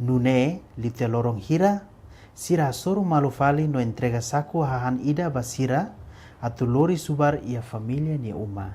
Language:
Tetum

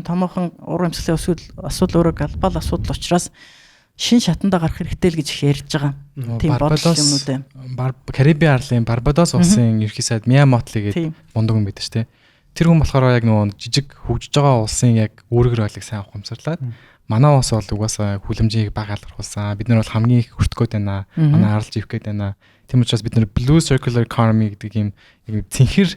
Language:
Mongolian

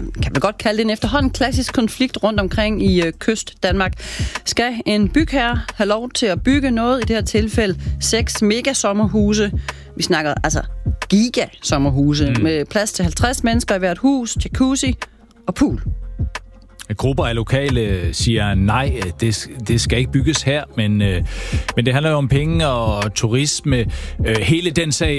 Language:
Danish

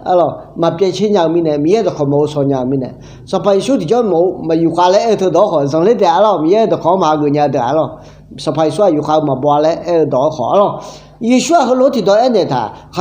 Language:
Akha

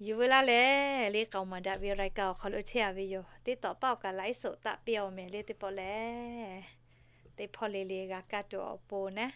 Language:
Lahu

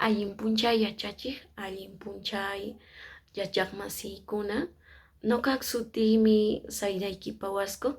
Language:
Quechua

